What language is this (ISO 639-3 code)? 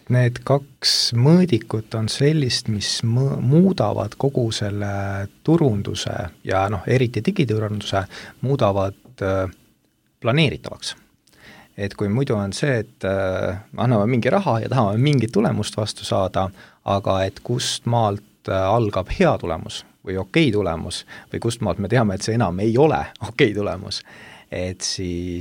est